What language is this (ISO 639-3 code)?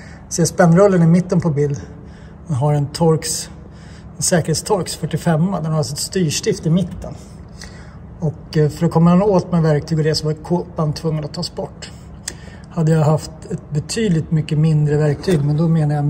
swe